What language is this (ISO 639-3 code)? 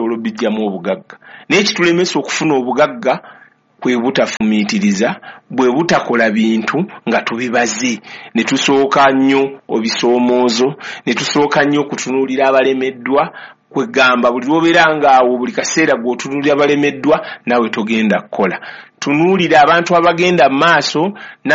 lug